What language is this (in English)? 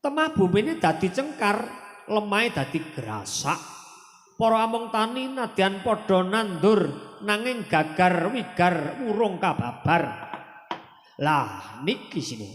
Javanese